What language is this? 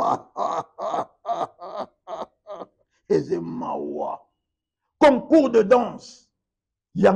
Lingala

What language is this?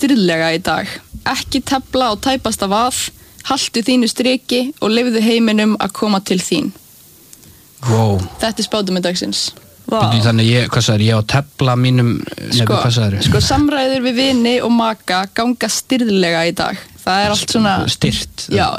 Icelandic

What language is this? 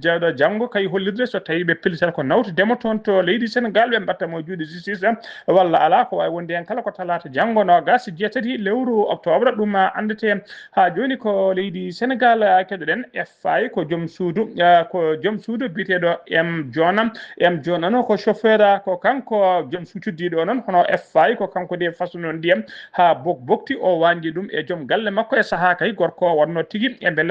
Fula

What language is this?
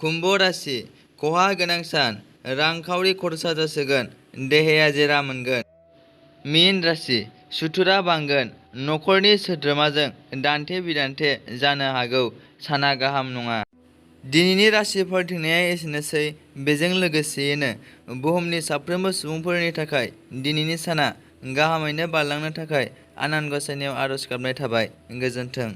Bodo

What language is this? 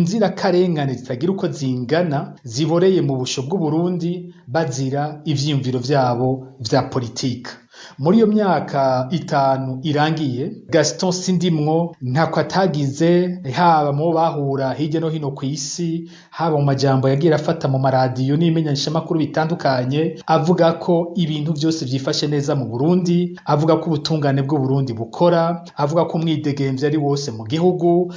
Rundi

